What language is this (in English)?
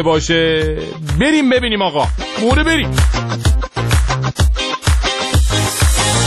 Persian